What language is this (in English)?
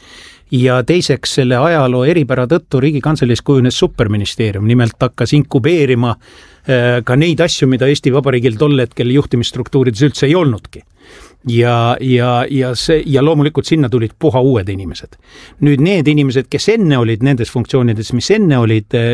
Estonian